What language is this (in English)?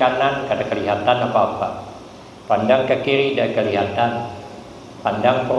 Banjar